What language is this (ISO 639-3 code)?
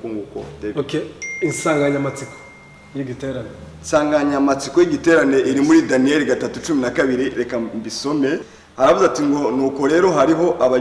kin